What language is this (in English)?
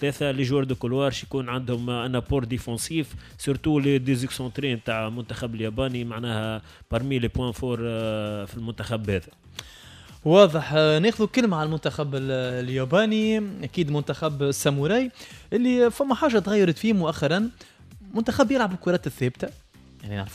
Tunisian Arabic